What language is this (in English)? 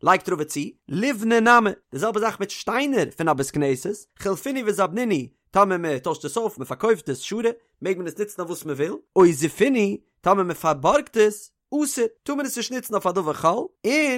Yiddish